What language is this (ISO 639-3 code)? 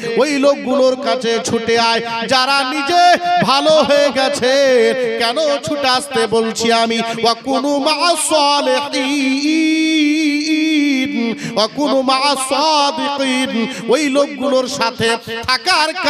ben